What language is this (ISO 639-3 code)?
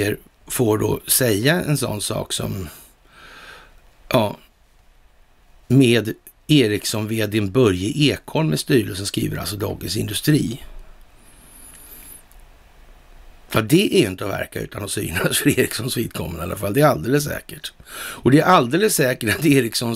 swe